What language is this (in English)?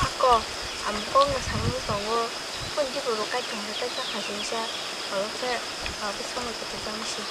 Kok Borok